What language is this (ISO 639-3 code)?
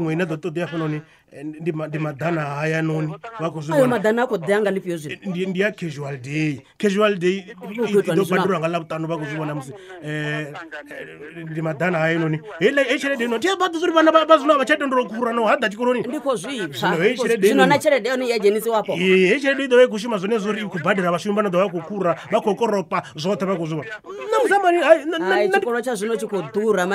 ven